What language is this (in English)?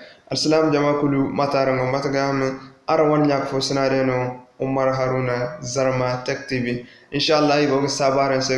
Zarma